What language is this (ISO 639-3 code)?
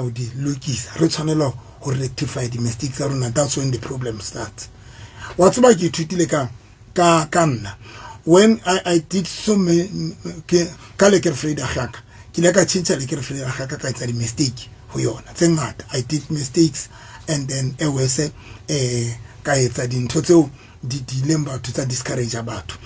sot